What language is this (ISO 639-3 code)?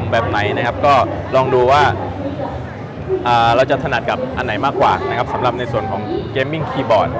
tha